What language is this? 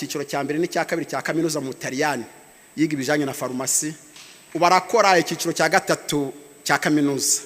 Kinyarwanda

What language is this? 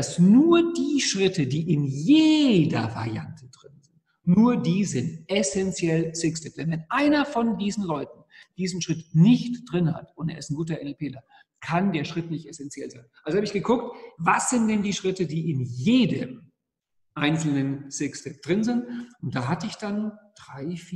German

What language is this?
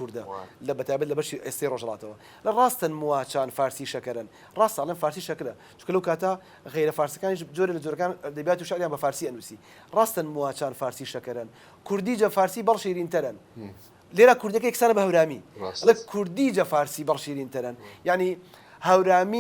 Central Kurdish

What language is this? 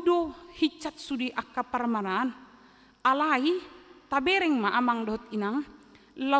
Batak Toba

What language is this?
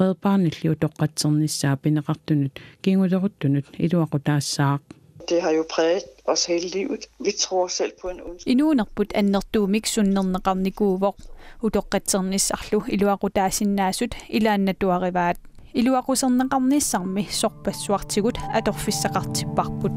Kalaallisut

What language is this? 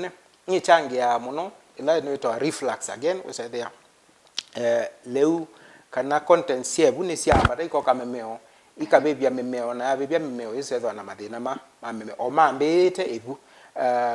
Kamba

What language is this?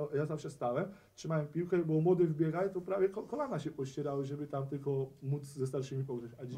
Polish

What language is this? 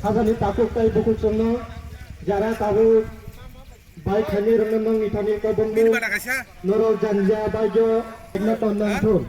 Kok Borok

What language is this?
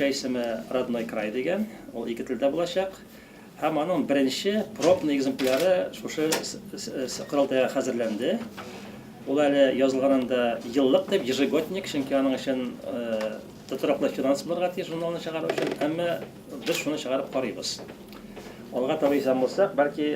Tatar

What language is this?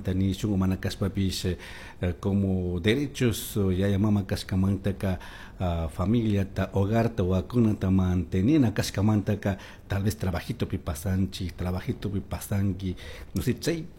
Chimborazo Highland Quichua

